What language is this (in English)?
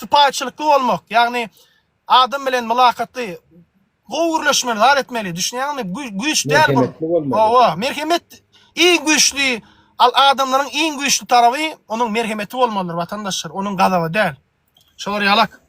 Turkmen